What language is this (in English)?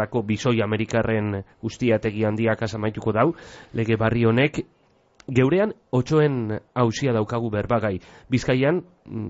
Basque